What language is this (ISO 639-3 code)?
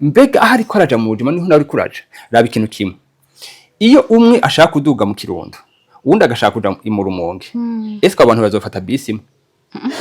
run